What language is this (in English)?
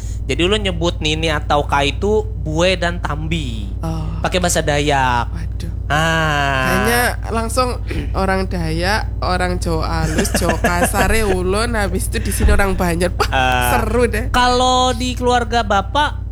Banjar